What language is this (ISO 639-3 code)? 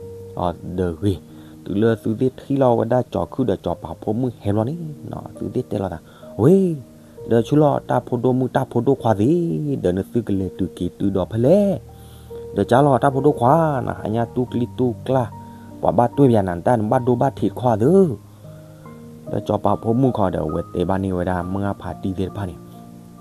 ksw